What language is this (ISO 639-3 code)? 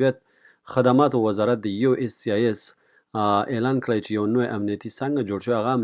pus